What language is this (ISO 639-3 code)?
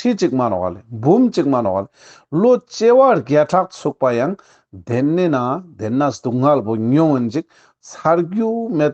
lbj